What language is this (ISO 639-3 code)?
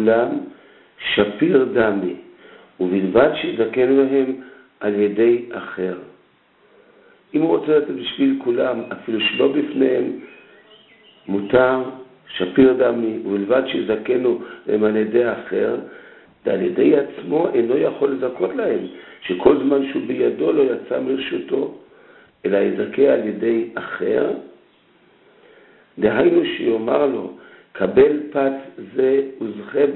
heb